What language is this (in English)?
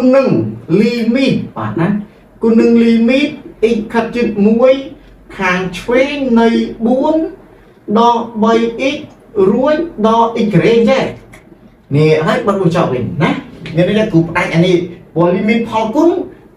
Khmer